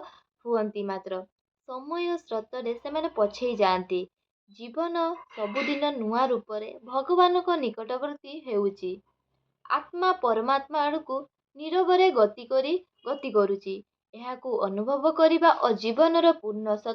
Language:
Odia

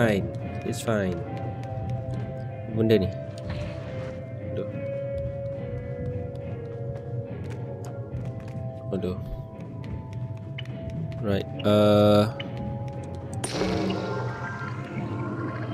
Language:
Malay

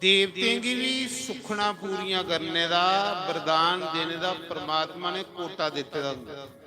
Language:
Dogri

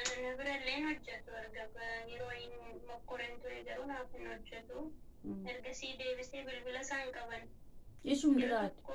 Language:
Oromo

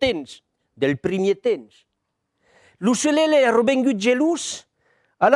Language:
Occitan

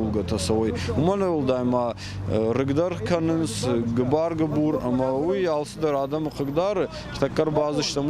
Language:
Ossetic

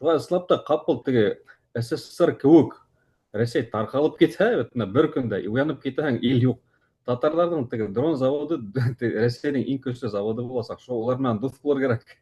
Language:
Bashkir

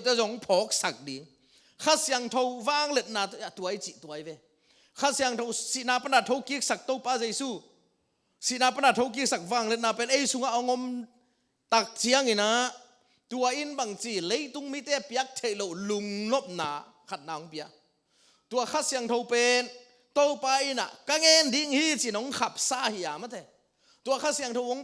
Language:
Tedim Chin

